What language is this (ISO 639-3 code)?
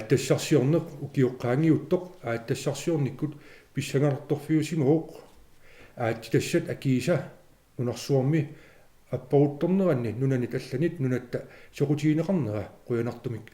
kal